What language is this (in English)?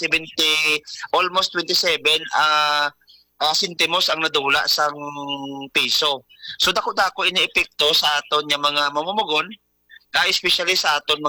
Hiligaynon